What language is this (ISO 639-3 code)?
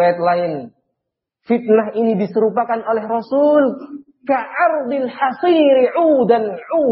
ind